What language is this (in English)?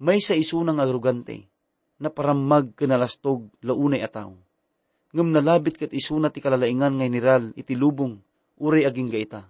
Iloko